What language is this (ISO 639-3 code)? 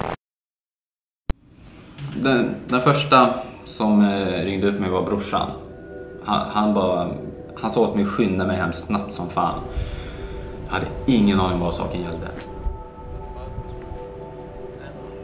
swe